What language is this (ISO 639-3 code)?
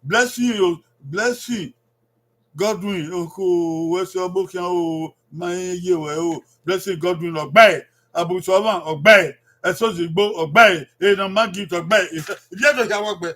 bin